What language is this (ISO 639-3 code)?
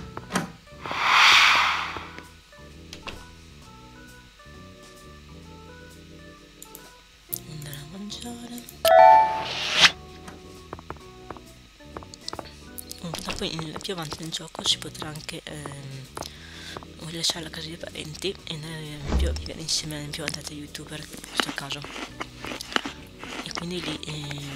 ita